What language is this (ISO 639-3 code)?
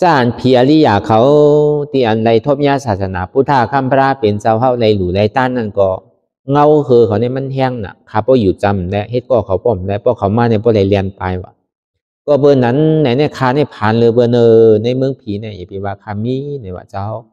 shn